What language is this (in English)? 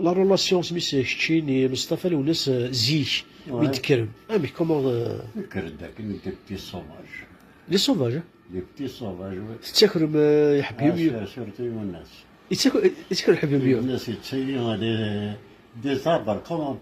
Kabyle